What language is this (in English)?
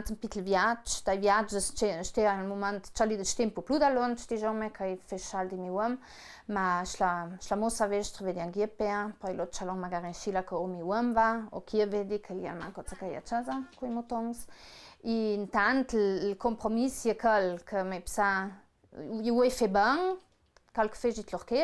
Ladin